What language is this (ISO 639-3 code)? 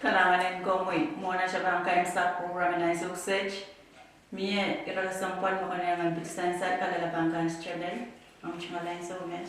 pon